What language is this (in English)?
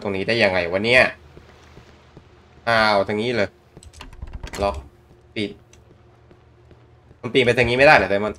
Thai